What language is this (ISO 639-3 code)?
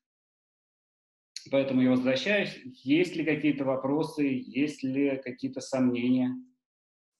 rus